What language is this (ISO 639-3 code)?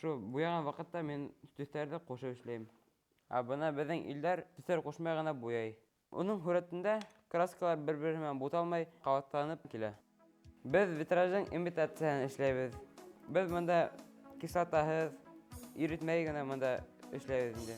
bak